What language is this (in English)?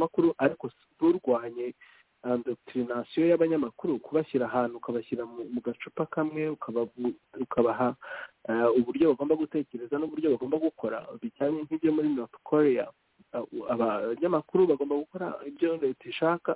Kinyarwanda